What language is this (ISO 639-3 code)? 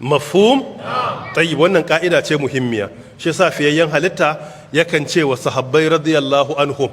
hau